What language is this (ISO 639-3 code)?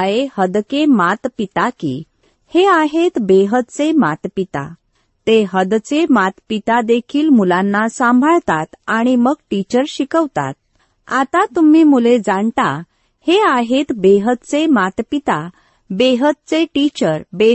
mar